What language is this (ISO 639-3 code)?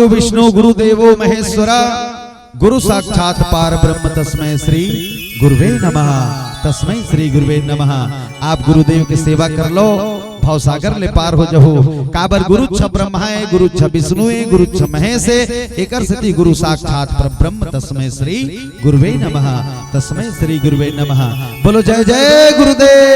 hne